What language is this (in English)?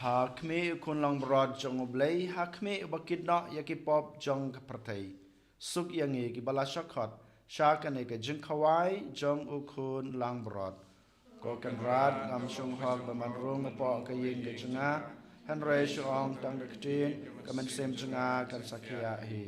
Khasi